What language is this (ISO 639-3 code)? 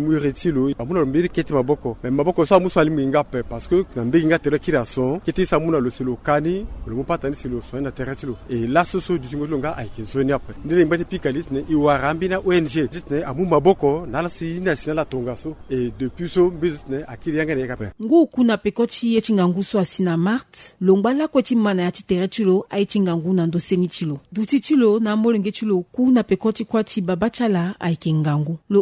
sag